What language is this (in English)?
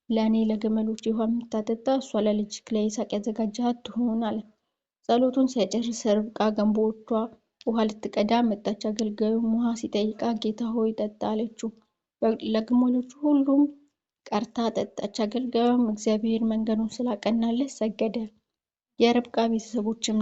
Amharic